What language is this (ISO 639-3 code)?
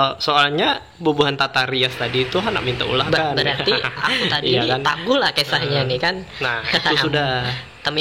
bjn